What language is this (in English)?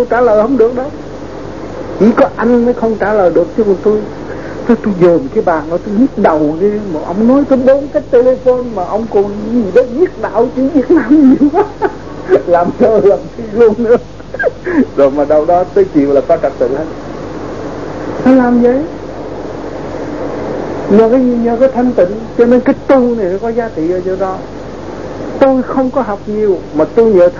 Vietnamese